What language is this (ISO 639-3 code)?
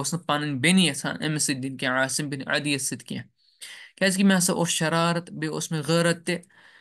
kas